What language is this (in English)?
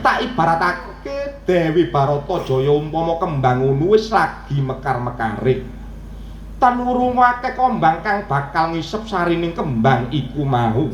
Javanese